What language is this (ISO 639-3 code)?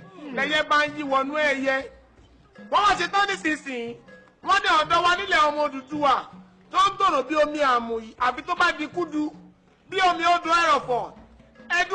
yor